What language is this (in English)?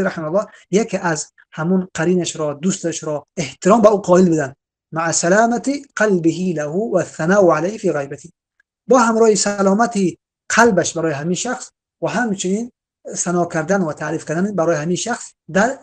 Tajik